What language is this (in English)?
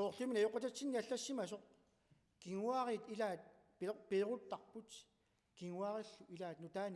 Kalaallisut